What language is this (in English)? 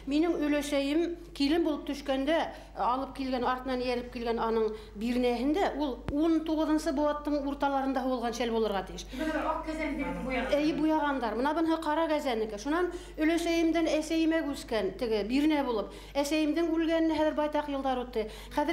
Bashkir